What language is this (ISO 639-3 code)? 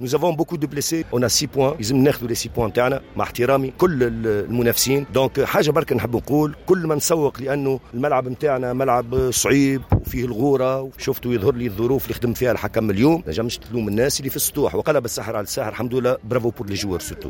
aeb